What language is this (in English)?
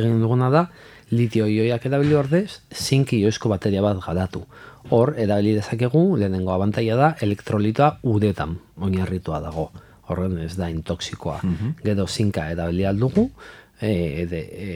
Basque